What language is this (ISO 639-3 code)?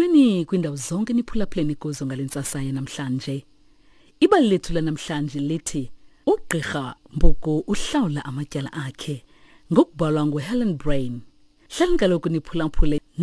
xho